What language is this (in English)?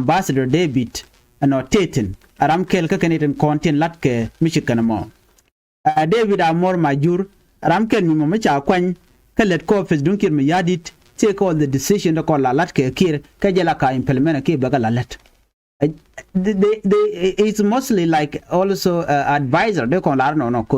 Nuer